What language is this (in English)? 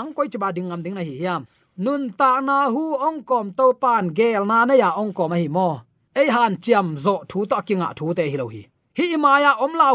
Tedim Chin